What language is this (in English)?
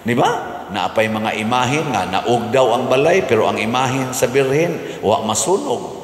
Cebuano